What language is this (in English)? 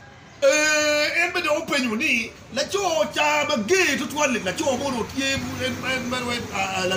Acoli